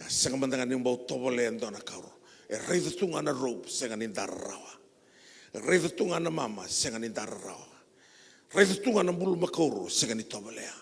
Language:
Fijian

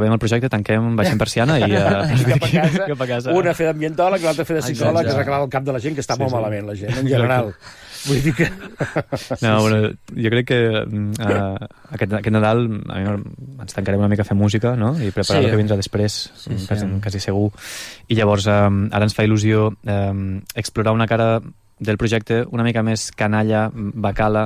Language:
Catalan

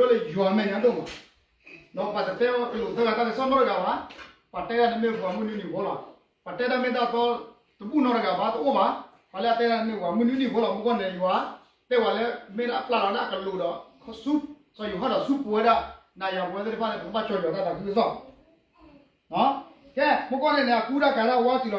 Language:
S'gaw Karen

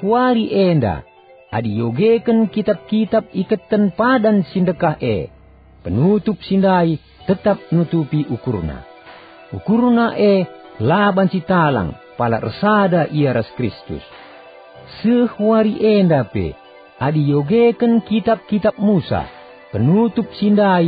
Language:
Batak Karo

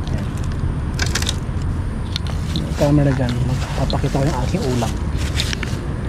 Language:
Filipino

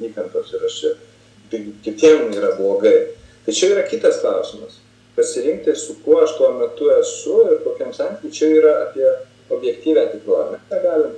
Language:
Lithuanian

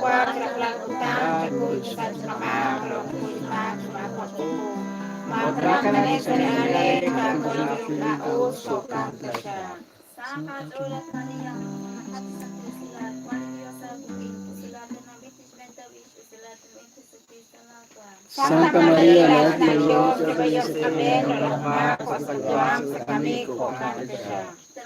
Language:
Kekchí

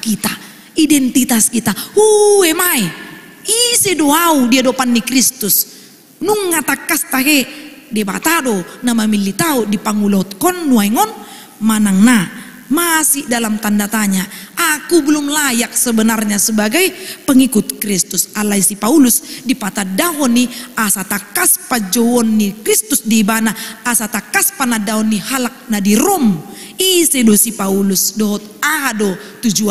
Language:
Batak Toba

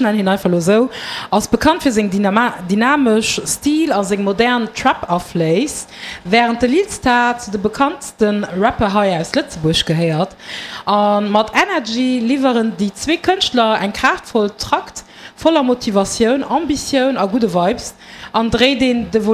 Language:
Luxembourgish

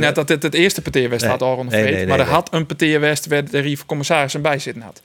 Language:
Western Frisian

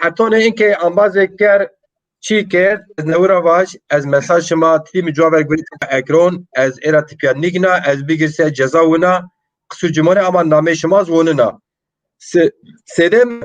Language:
Zaza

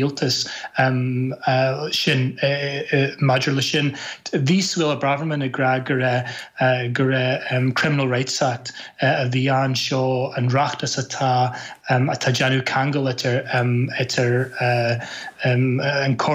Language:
Irish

